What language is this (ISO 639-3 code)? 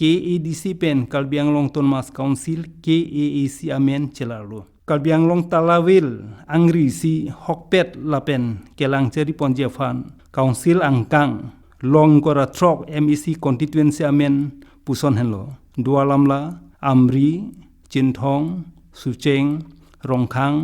mjw